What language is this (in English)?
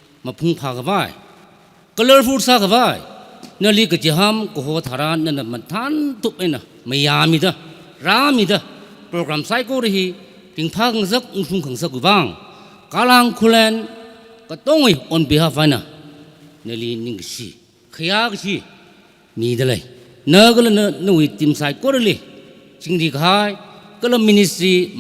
Tangkhul Naga (India)